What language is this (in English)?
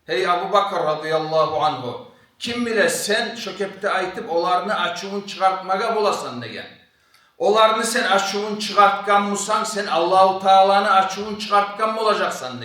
Kumyk